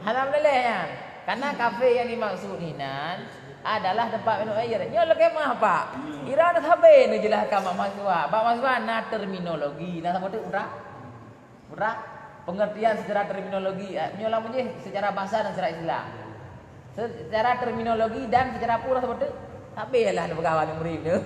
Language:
Achinese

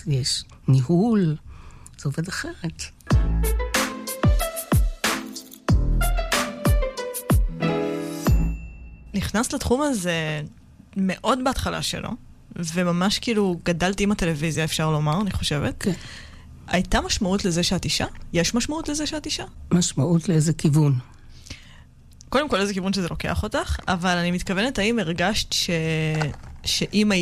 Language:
Hebrew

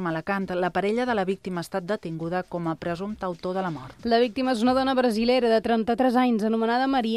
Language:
Catalan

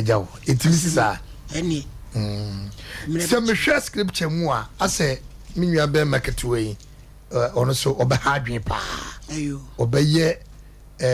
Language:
Akan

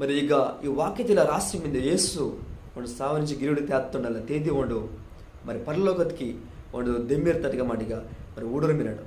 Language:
Koya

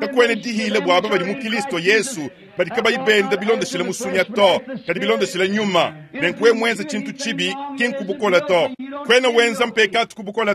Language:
Luba-Lulua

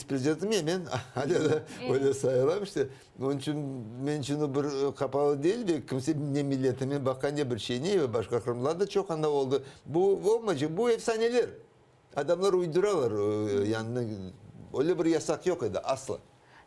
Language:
Crimean Tatar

